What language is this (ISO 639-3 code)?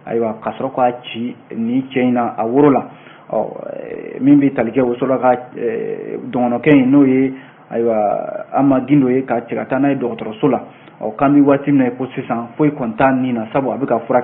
bam